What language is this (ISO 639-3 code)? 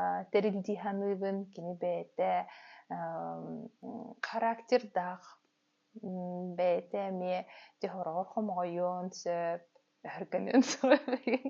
sah